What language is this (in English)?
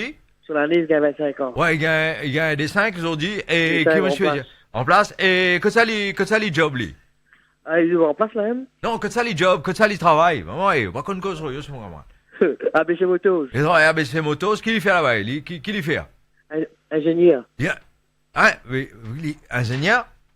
Morisyen